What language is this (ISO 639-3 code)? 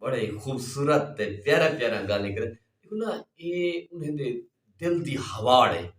skr